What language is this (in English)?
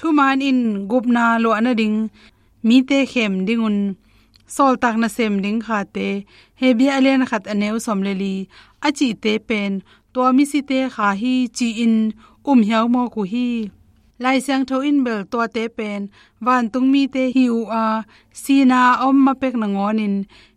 Tedim Chin